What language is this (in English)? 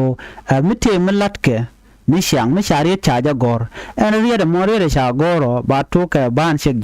Nuer